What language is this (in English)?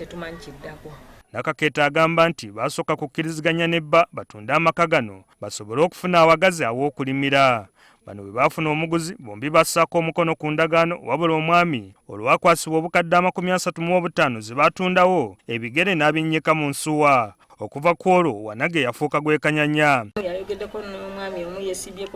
Ganda